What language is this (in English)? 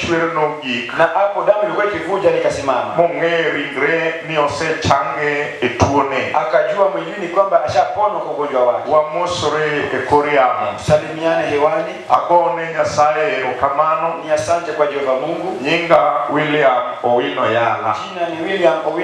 Luo (Kenya and Tanzania)